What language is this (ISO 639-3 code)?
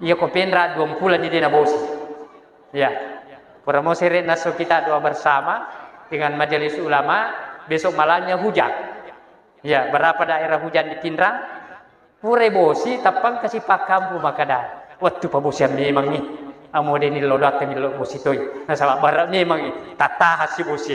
bug